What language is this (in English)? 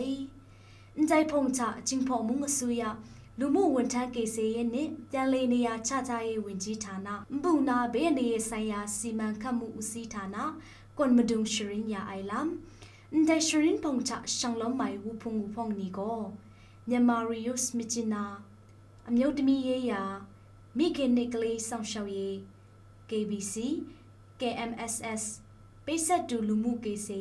Kachin